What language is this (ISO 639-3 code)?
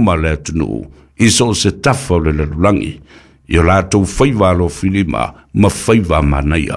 smo